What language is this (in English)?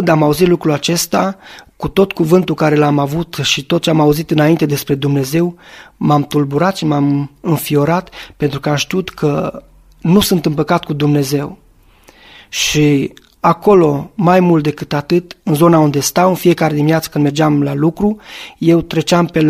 Romanian